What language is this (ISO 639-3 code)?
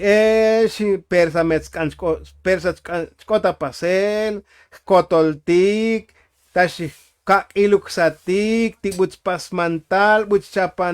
tzo